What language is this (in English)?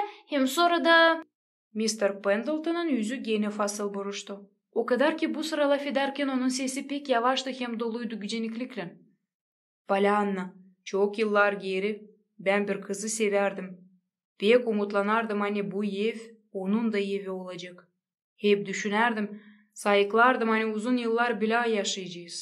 Gagauz